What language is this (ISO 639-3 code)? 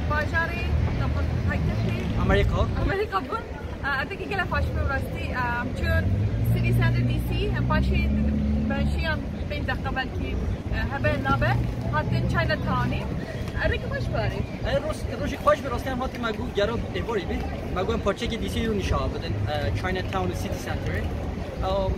kur